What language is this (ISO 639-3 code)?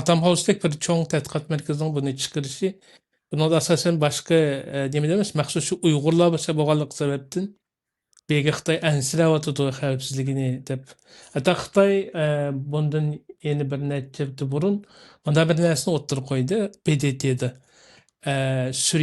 uig